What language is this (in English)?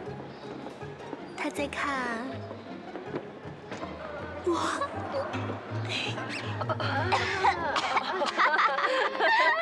Chinese